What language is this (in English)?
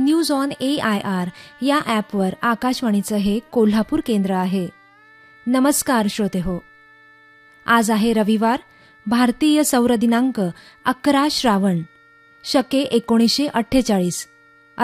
Marathi